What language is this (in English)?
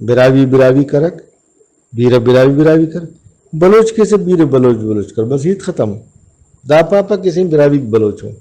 Brahui